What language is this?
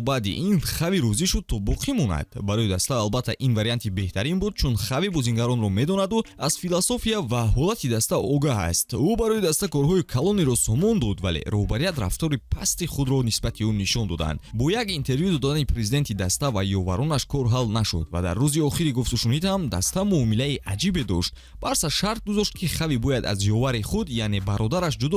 Tajik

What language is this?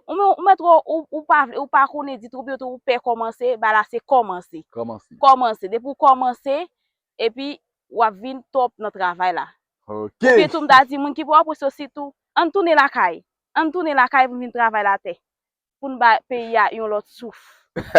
Haitian Creole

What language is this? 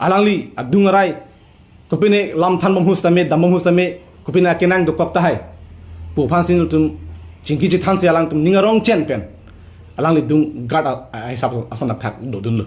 Karbi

